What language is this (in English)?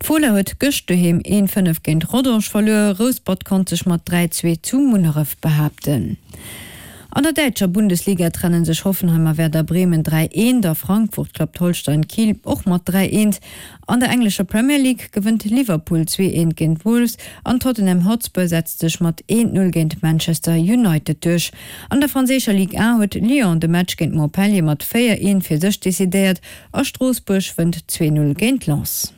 Luxembourgish